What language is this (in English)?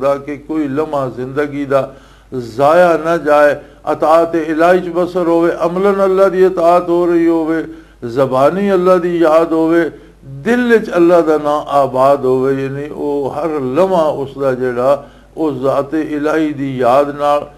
Western Panjabi